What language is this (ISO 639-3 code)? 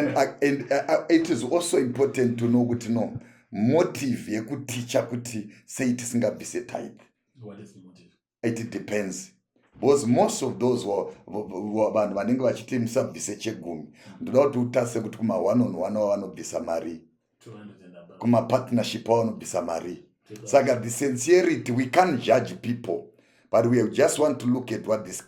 sna